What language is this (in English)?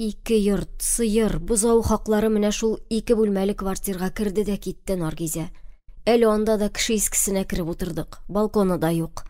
Tatar